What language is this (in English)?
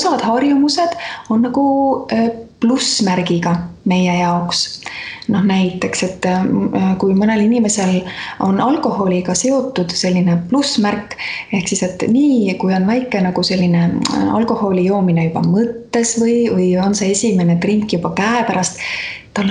Estonian